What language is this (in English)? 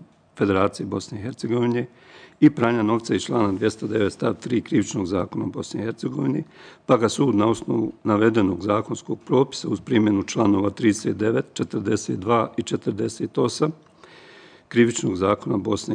Bosnian